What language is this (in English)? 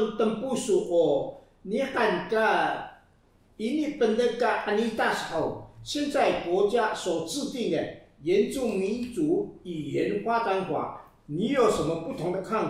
Taroko